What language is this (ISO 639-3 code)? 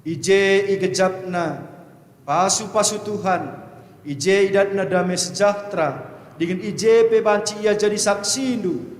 btx